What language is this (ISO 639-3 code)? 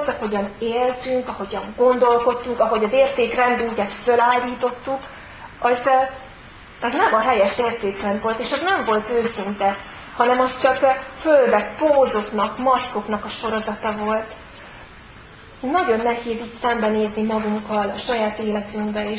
hun